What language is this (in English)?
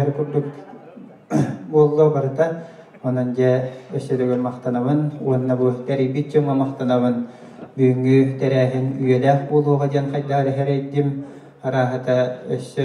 Yakut